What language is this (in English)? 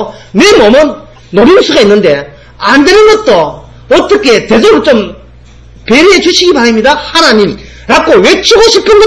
Korean